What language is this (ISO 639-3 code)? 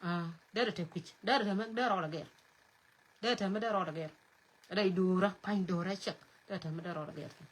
nus